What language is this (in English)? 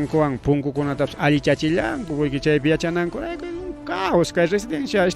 Ayacucho Quechua